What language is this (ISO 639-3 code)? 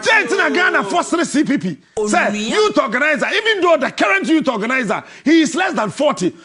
aka